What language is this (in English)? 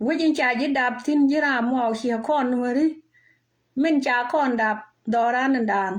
Nuer